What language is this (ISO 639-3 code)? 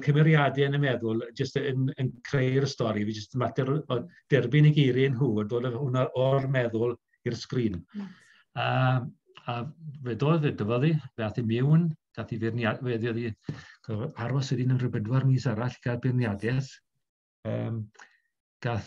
cym